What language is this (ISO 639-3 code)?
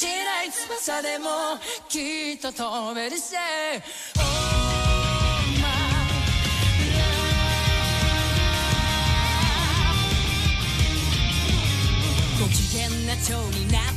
jpn